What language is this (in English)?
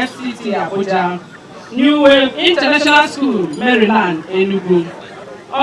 Igbo